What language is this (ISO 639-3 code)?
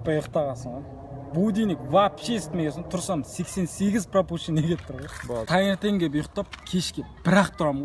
kaz